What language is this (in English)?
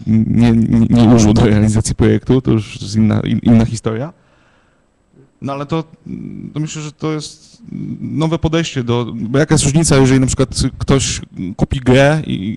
Polish